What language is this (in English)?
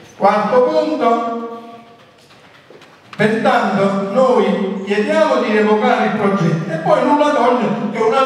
Italian